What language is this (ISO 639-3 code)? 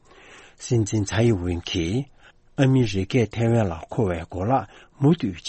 bod